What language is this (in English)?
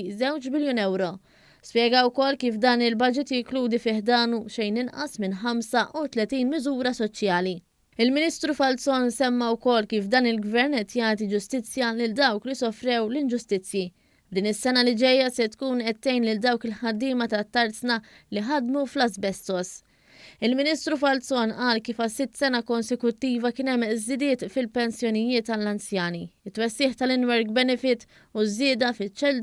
Maltese